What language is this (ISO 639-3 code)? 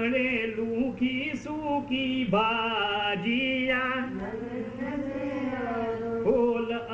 guj